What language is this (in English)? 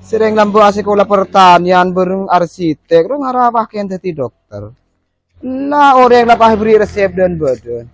Madurese